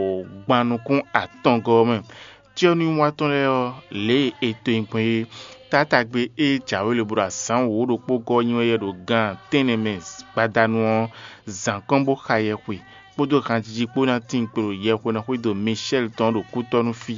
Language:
Fon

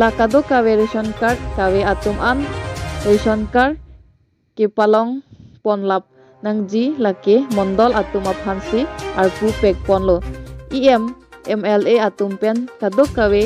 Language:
Karbi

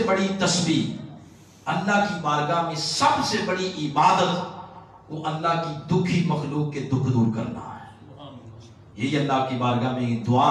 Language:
Urdu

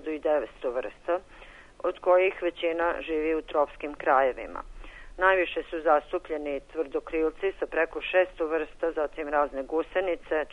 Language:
Serbian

